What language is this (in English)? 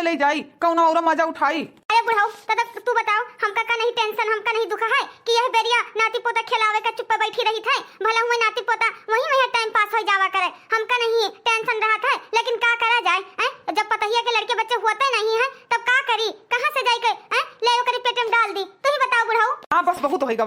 Awadhi